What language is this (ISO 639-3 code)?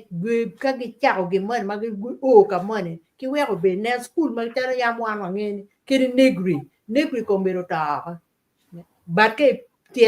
ach